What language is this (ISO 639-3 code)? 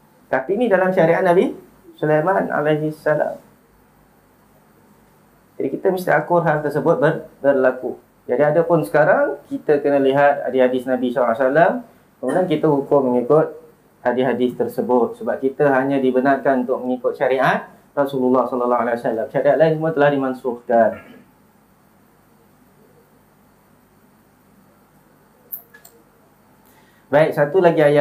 msa